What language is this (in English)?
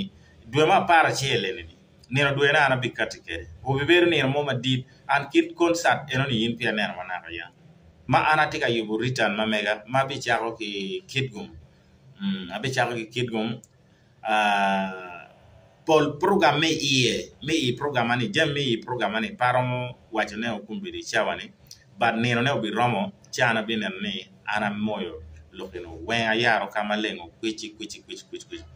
Acoli